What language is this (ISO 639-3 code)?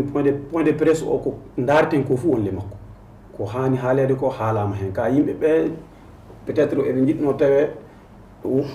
ful